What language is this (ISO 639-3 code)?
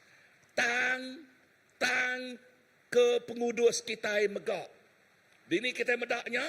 iba